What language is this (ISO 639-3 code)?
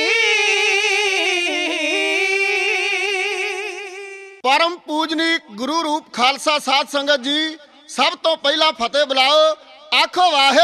pan